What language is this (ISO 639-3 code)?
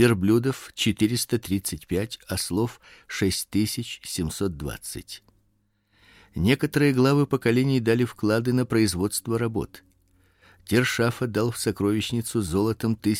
rus